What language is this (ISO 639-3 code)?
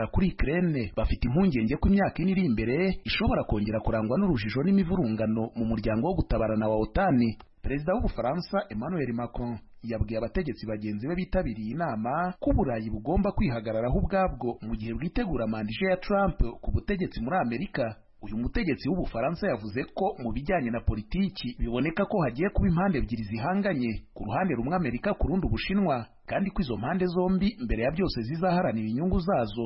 kin